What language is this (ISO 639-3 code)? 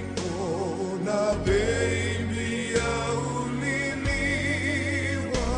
fij